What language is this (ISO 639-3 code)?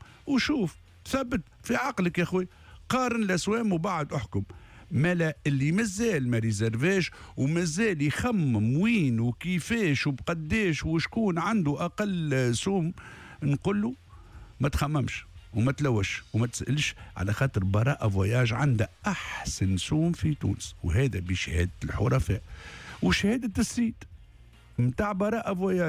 aeb